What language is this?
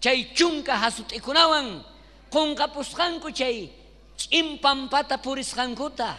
South Bolivian Quechua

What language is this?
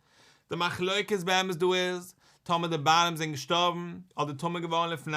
Yiddish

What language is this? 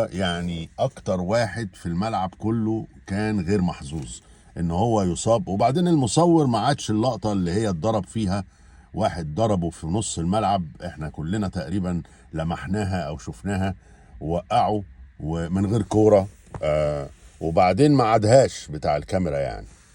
Egyptian Arabic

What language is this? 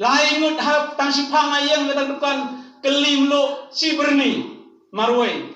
Khasi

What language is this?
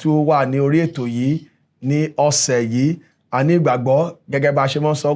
Yoruba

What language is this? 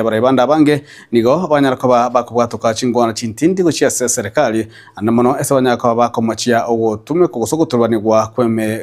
Gusii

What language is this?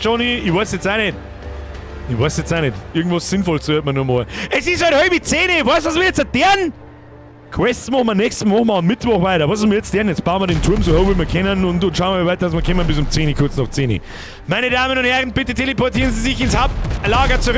Bavarian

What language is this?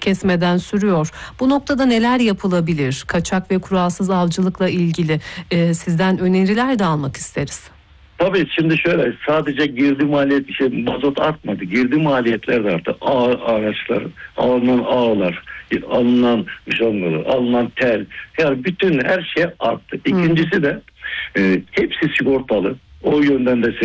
Turkish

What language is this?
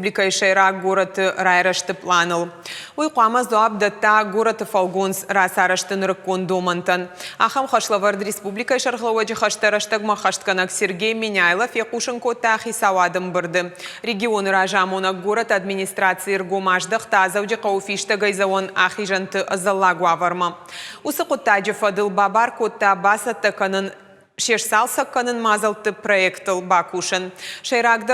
Ossetic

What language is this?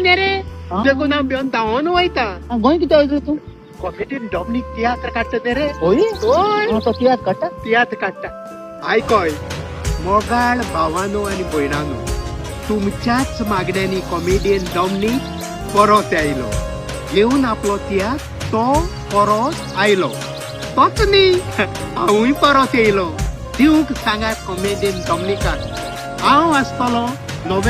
Konkani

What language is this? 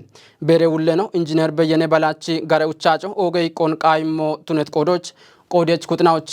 Kafa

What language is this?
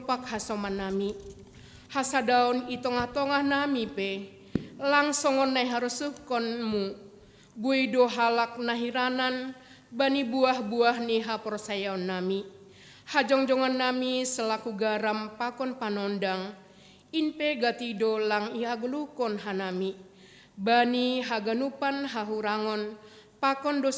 Batak Simalungun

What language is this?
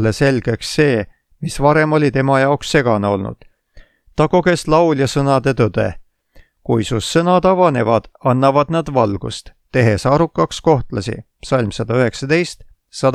Estonian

